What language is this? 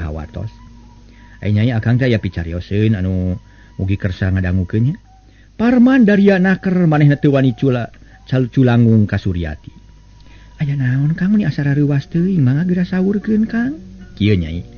Sundanese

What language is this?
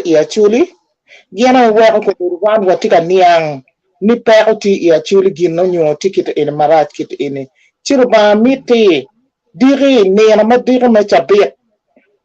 Acoli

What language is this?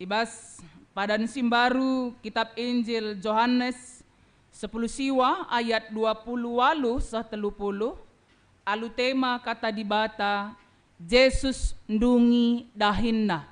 Batak Karo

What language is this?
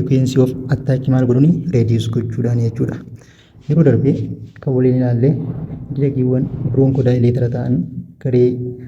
Oromo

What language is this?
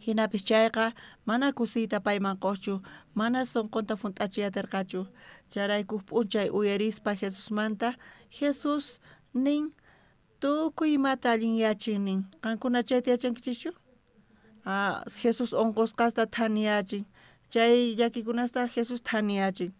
South Bolivian Quechua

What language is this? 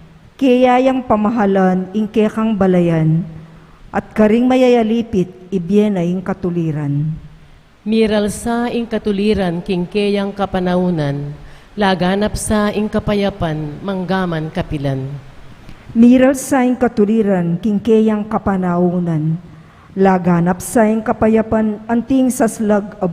Pampanga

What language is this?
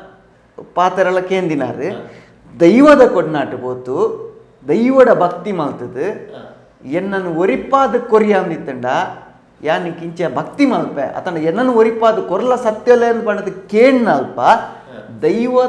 Tulu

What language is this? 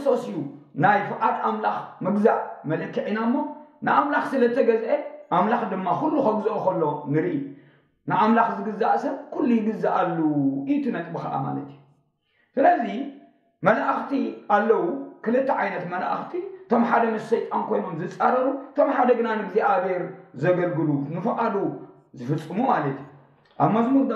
Tigrinya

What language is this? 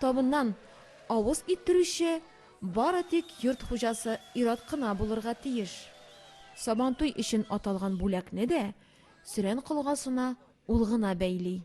Tatar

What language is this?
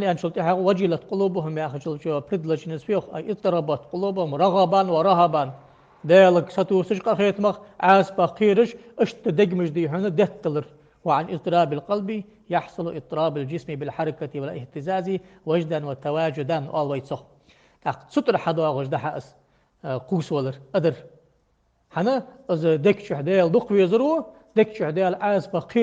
Ingush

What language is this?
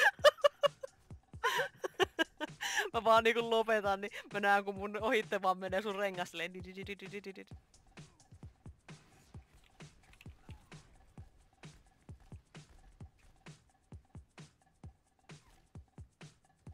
Finnish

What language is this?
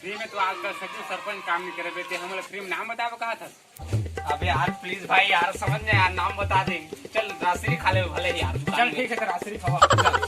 Chhattisgarhi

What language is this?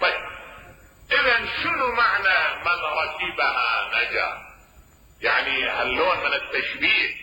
Mesopotamian Arabic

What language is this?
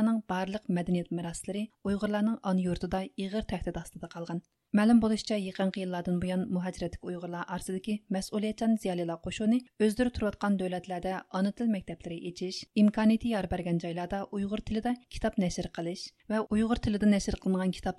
Uyghur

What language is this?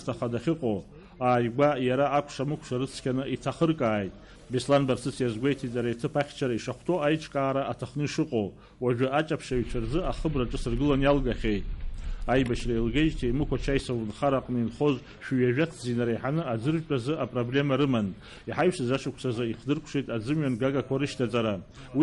Abkhazian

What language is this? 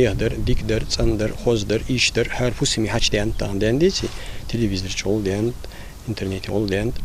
Ingush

